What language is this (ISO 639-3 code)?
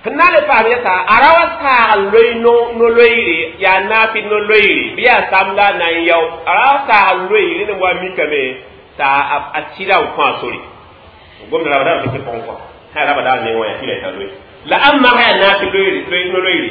mos